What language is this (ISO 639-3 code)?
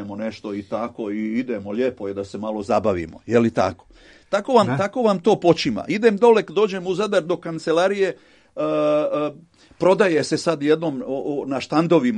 srp